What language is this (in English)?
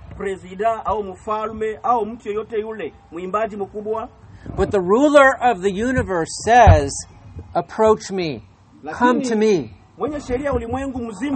Swahili